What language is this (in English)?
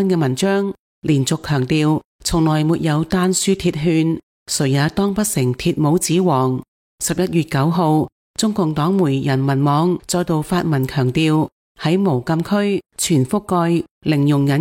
Cantonese